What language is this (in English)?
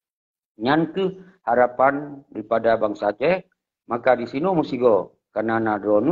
Achinese